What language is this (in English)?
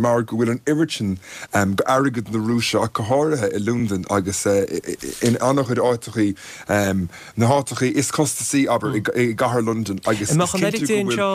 Irish